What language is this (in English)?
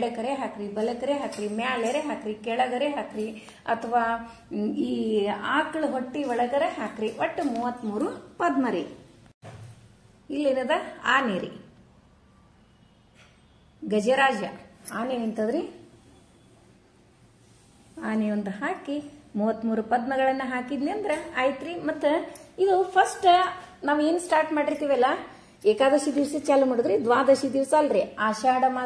Kannada